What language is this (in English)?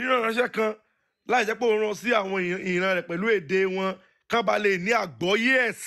Yoruba